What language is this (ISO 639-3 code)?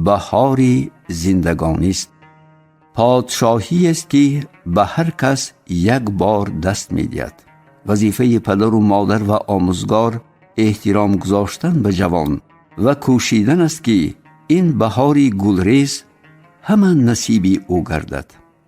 tgk